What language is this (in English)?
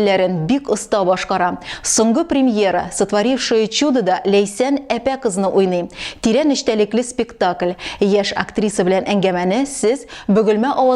Tatar